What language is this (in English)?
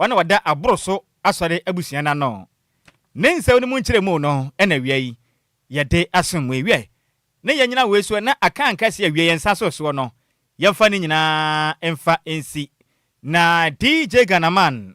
Akan